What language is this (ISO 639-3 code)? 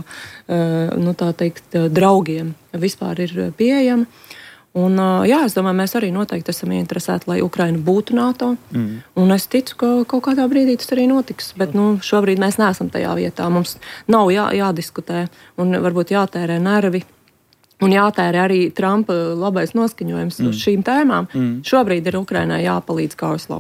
lav